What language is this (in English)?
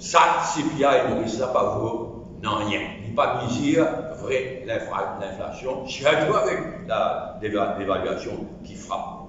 Morisyen